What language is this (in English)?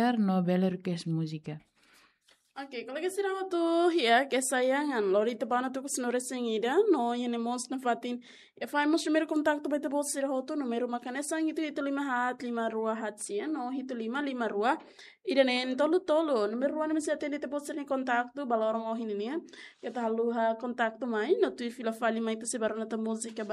Tetum